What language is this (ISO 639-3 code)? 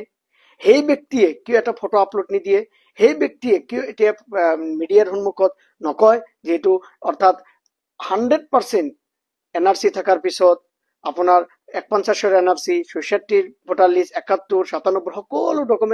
asm